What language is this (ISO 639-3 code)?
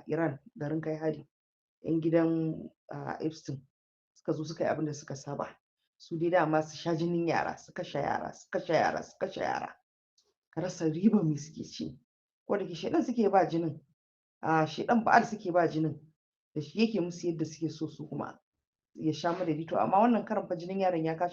hau